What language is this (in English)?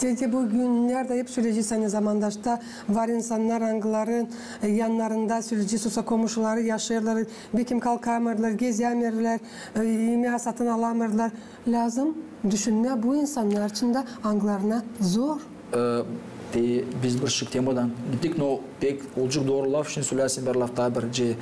Gagauz